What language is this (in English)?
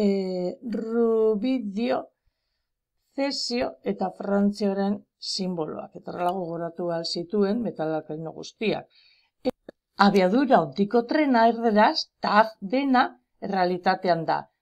Basque